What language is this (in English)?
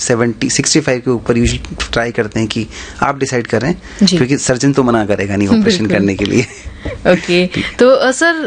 Hindi